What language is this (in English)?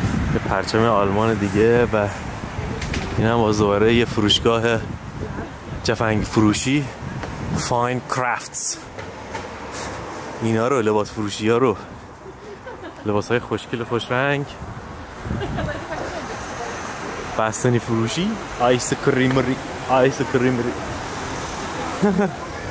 Persian